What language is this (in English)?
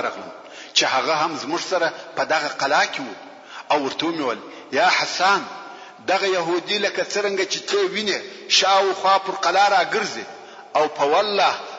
Pashto